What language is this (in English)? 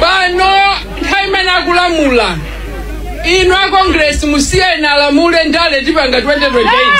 Nyanja